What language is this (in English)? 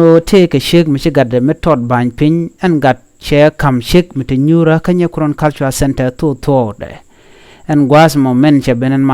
Nuer